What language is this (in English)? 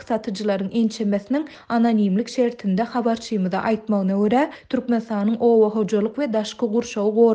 Turkmen